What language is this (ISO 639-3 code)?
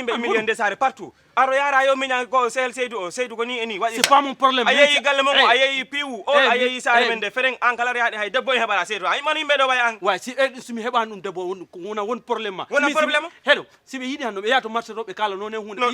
ful